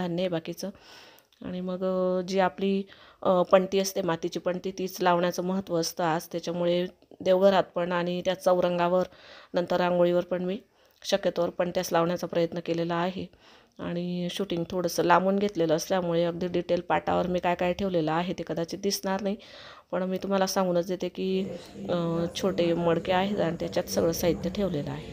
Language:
Marathi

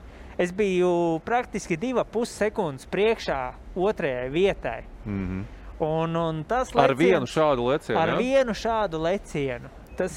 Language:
Latvian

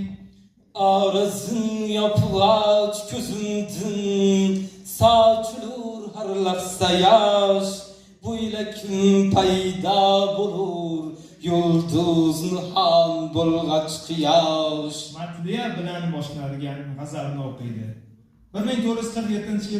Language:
Uzbek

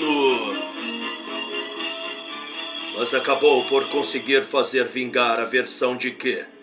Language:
Portuguese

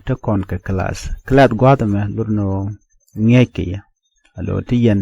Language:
Nuer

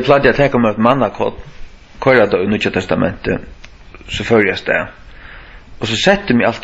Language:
Faroese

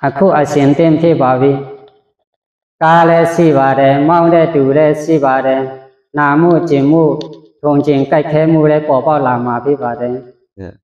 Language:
Shan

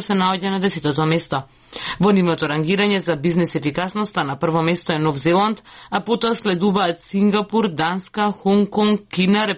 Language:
Macedonian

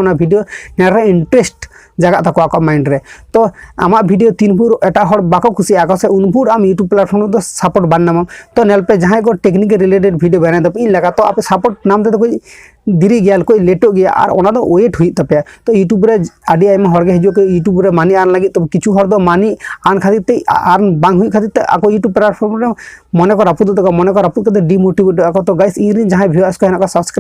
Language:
Santali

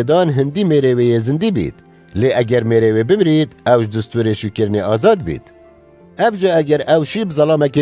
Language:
Kurdish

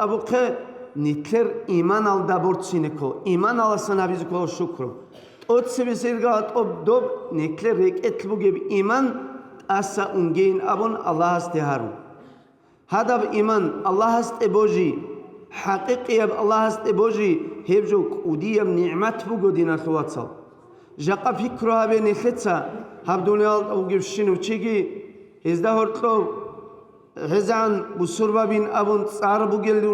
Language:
Avaric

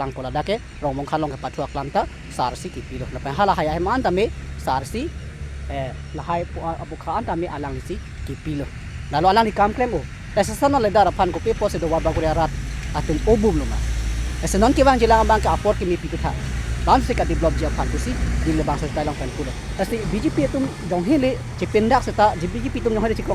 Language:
Karbi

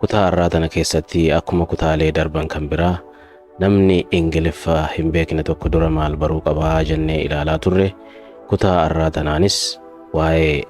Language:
Oromo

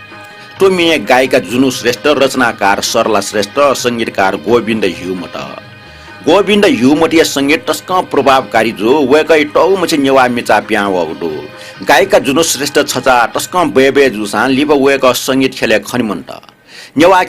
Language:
Newari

